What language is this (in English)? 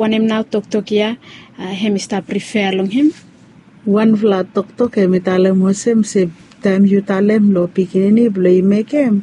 Bislama